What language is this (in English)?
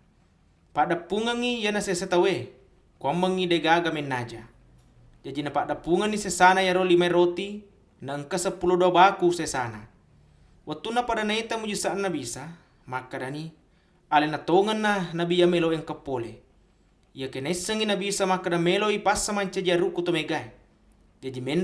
Buginese